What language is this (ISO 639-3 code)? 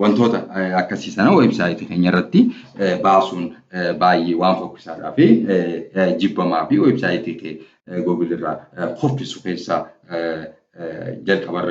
orm